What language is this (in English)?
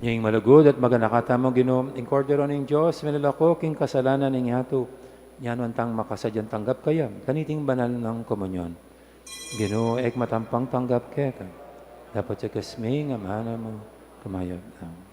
Pampanga